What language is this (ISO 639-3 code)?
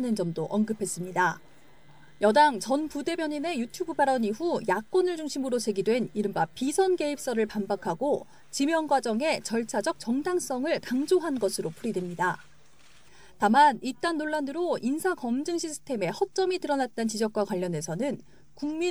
kor